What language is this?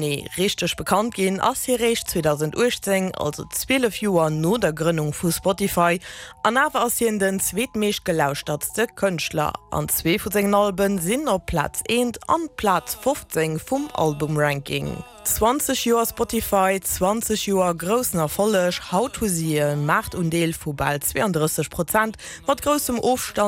Luxembourgish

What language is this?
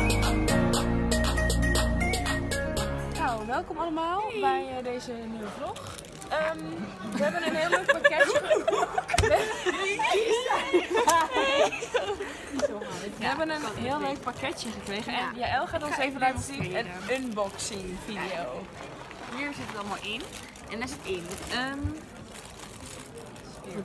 Dutch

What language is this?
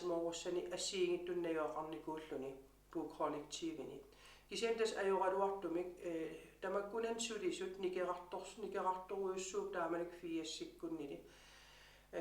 Kalaallisut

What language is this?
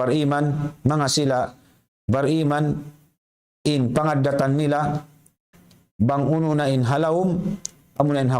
Tausug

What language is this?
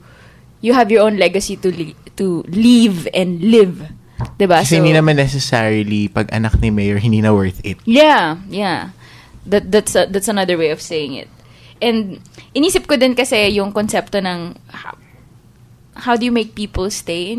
Filipino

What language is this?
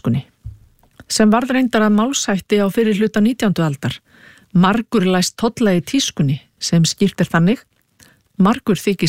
Icelandic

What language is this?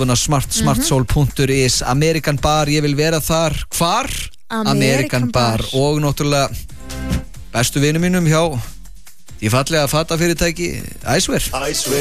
Icelandic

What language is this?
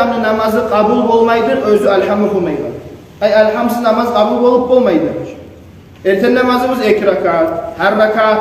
Kumyk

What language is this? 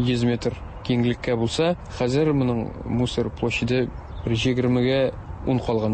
Tatar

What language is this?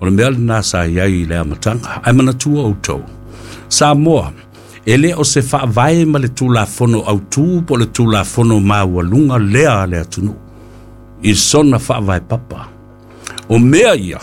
Samoan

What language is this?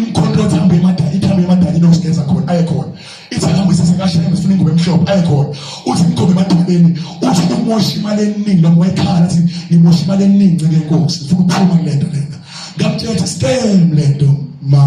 Zulu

